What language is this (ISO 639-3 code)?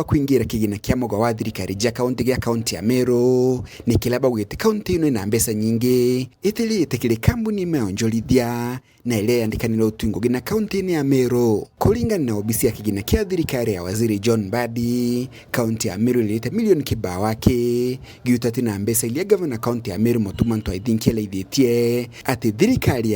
mer